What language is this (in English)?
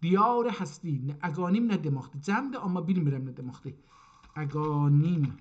South Azerbaijani